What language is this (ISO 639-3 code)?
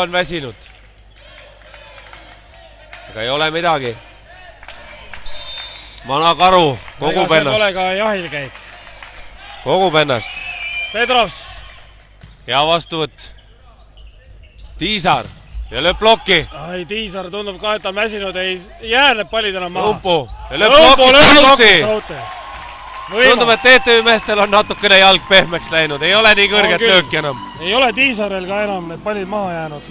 est